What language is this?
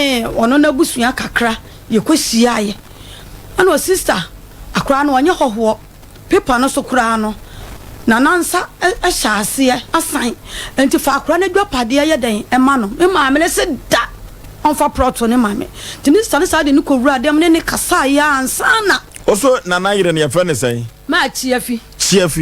Akan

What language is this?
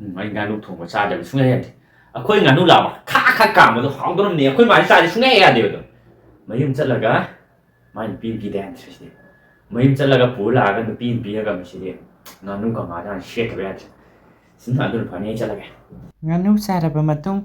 Manipuri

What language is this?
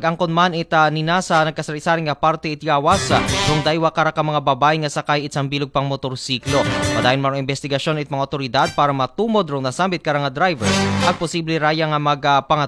Aklanon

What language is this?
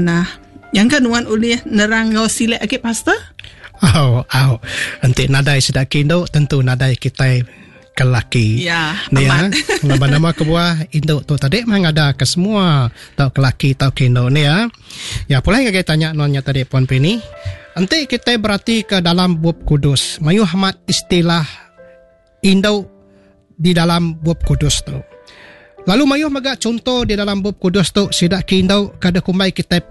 Iban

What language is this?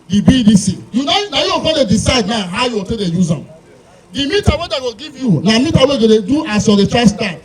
Nigerian Pidgin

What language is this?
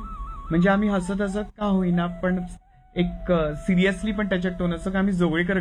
Marathi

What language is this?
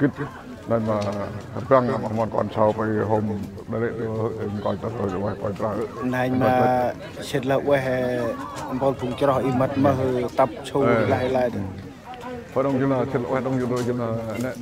Central Mnong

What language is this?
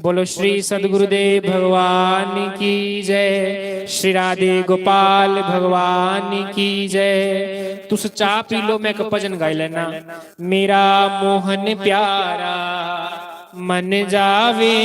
Dogri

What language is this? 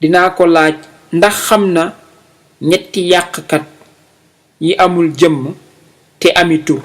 Wolof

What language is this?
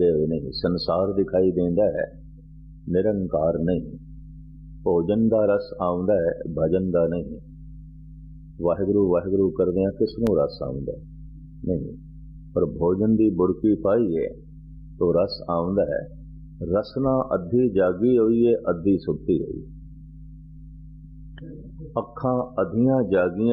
Punjabi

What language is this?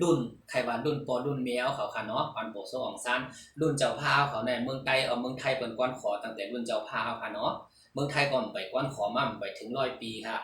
Shan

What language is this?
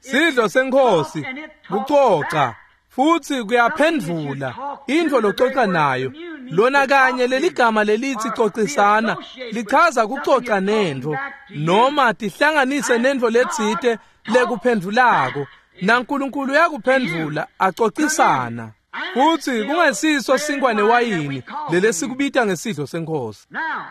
Swati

